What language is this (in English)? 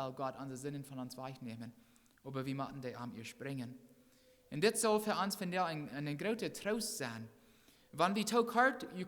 Plautdietsch